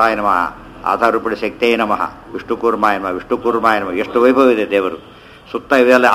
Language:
Kannada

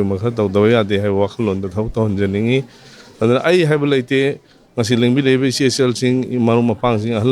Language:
Manipuri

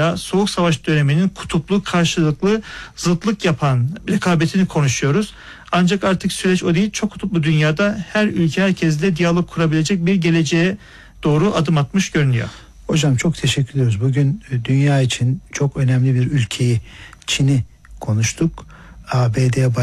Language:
Turkish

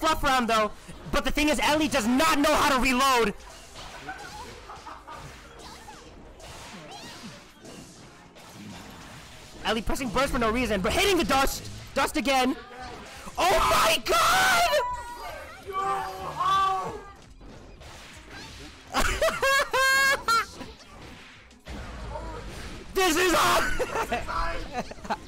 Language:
English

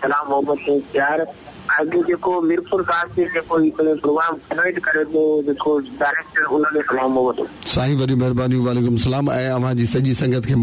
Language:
Sindhi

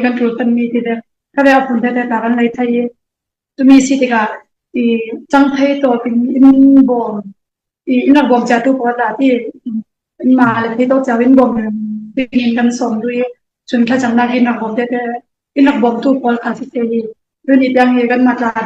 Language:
Falam Chin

